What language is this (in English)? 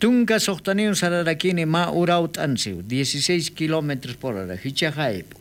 Aymara